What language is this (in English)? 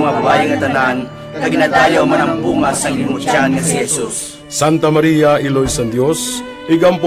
Hiligaynon